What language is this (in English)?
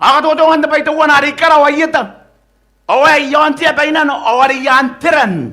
Gilbertese